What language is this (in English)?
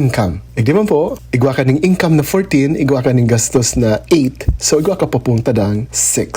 Bikol